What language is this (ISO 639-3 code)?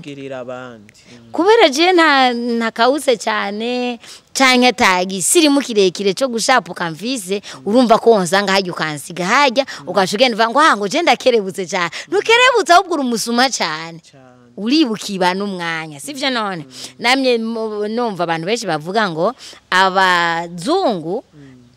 run